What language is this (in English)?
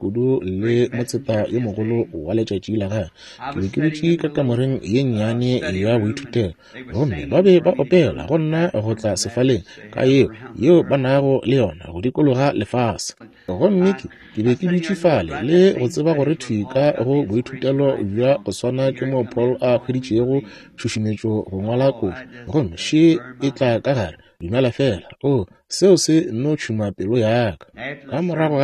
Northern Sotho